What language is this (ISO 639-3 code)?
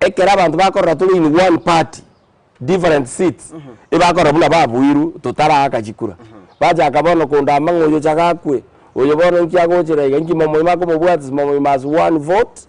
guz